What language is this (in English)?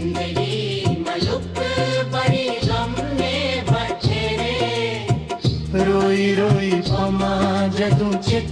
Dogri